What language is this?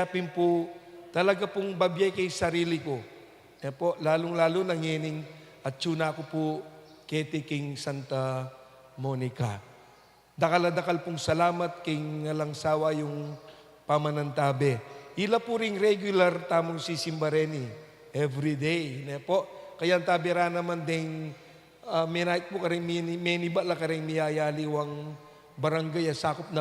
Pampanga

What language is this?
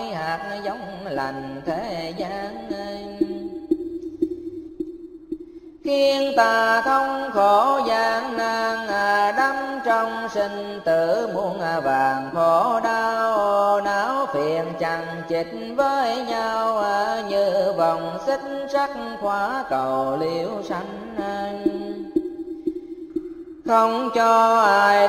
Vietnamese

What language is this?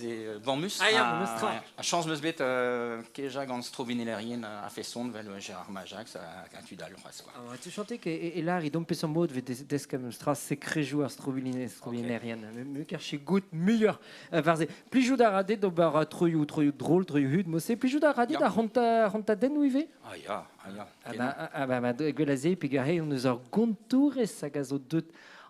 Breton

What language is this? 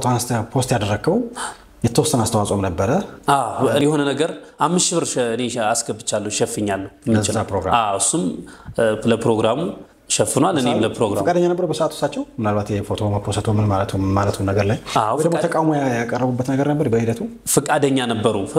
Amharic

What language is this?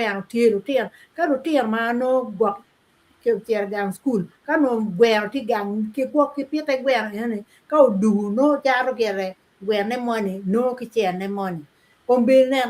Acoli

